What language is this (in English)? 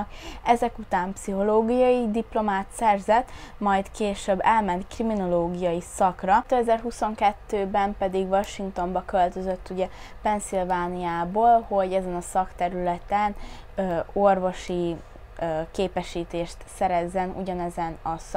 Hungarian